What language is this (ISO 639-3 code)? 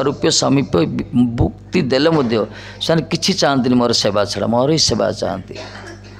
ori